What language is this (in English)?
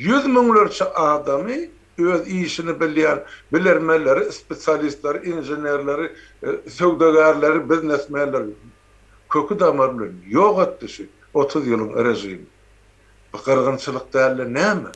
Turkmen